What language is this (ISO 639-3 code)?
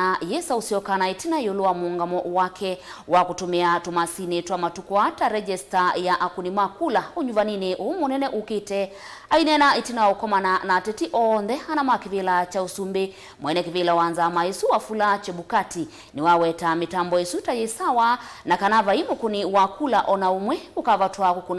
kam